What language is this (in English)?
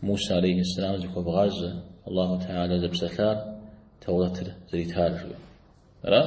Kabardian